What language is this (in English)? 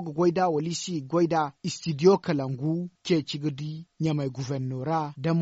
Zarma